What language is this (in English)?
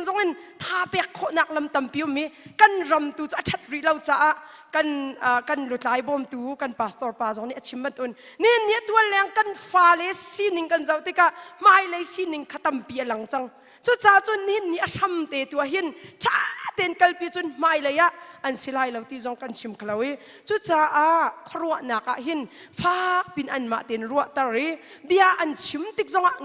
Hakha Chin